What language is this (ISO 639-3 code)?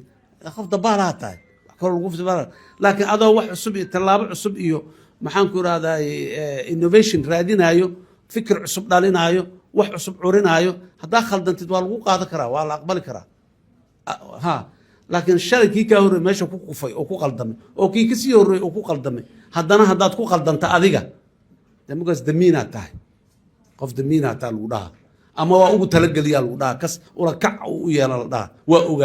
som